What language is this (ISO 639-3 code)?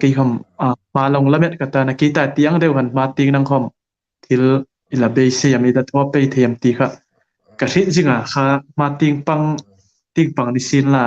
hmr